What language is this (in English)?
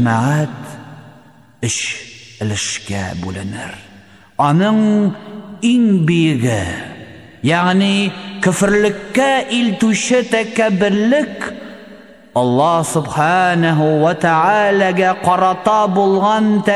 Tatar